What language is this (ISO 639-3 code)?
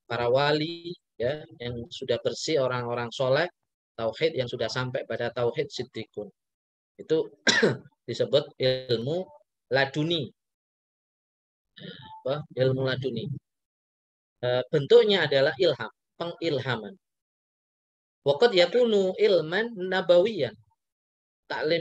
ind